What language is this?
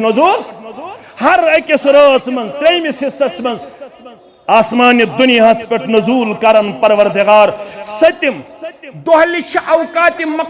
Kashmiri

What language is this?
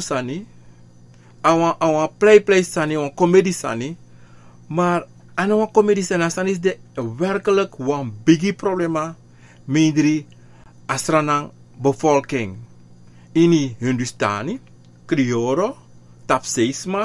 Sranan Tongo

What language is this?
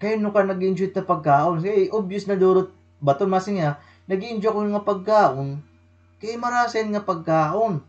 Waray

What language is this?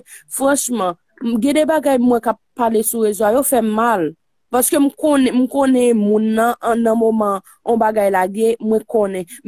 Haitian Creole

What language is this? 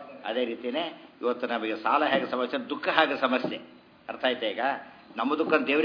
Kannada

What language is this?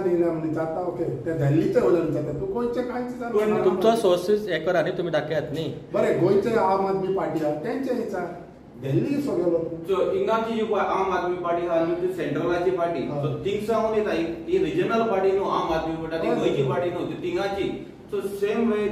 Konkani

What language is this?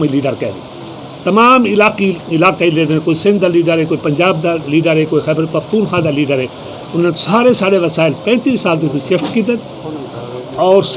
Saraiki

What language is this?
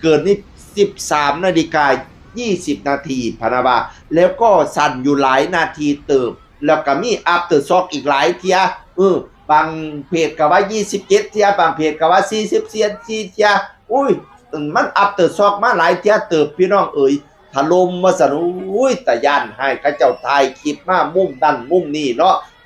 Northeastern Thai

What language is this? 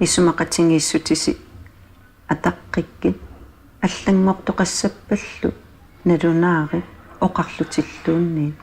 Kalaallisut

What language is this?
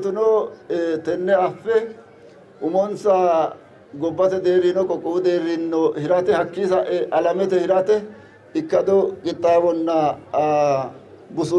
Sidamo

